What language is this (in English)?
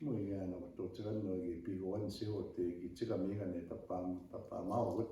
Plains Cree